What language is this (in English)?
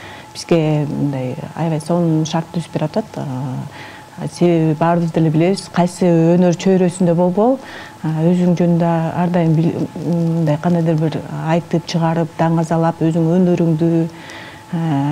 Kyrgyz